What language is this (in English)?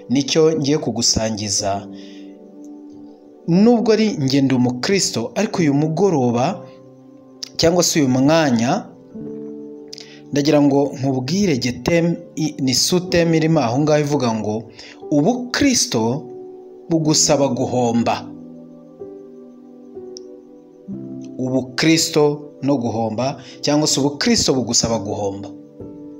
Kinyarwanda